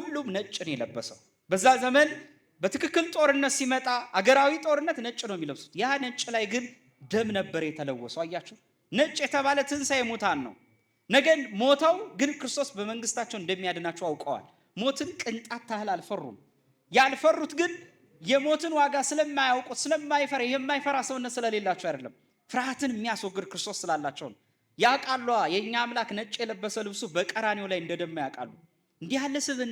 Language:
Amharic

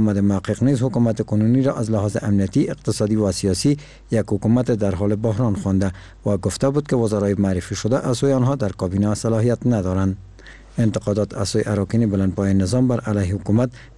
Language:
Persian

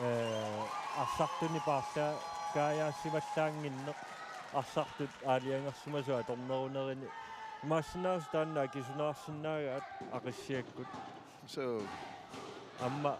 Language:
Kalaallisut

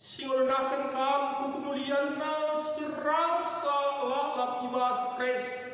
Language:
Batak Karo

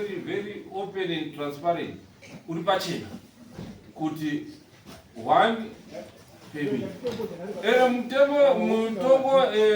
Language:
Shona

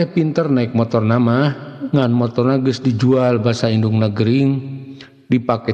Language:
Sundanese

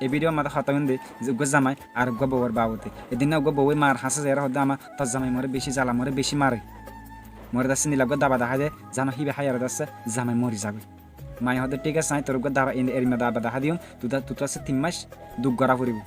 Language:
Rohingya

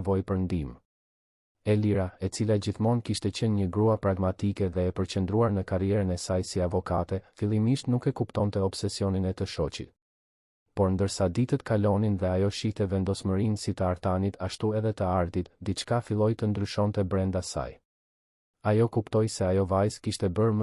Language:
Albanian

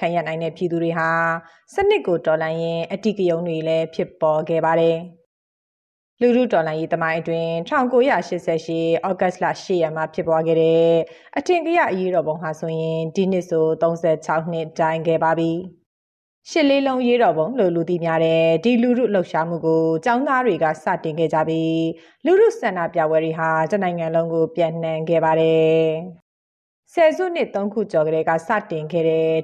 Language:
Burmese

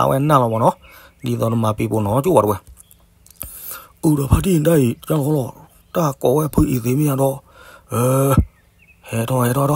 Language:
S'gaw Karen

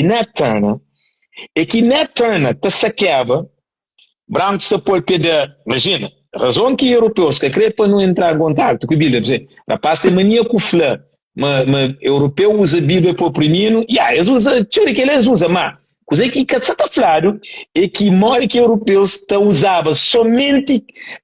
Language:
Kabuverdianu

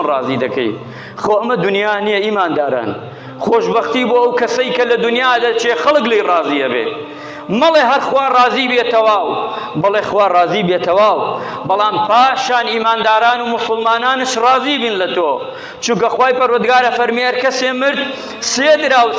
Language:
Central Kurdish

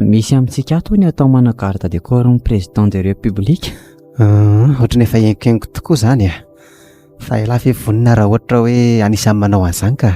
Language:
Malagasy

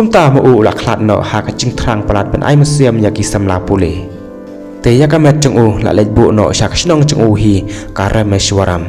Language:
Khasi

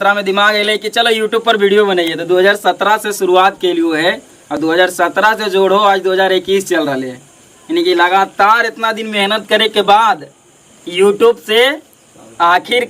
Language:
Magahi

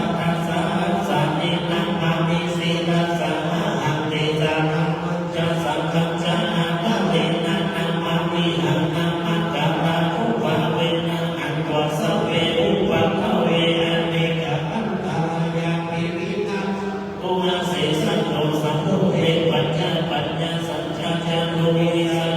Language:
Pali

